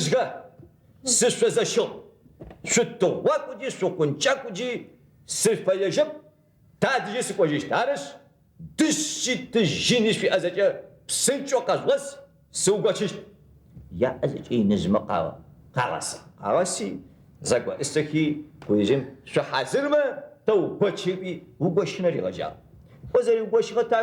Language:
Adyghe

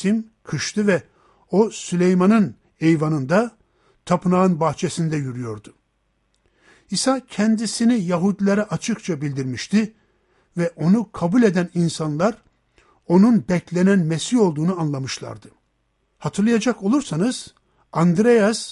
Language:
Turkish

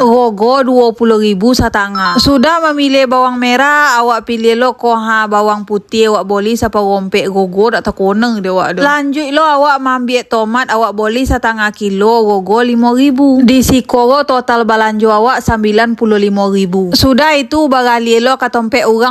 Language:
Minangkabau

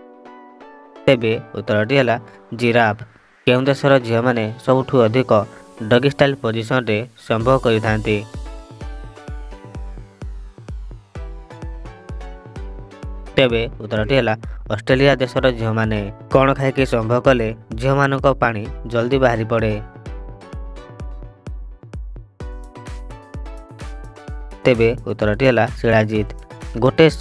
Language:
Odia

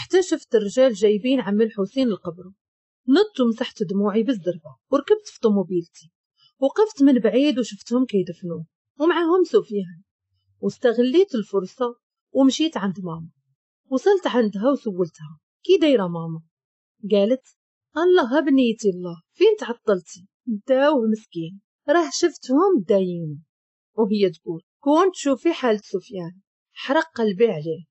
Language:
Moroccan Arabic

